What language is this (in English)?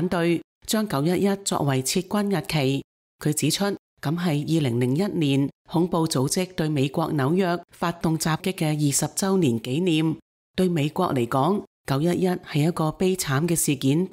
Cantonese